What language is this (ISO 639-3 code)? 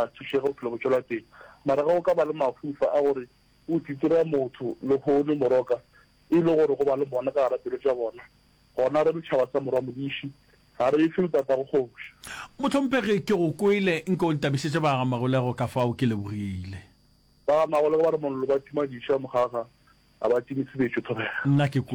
nso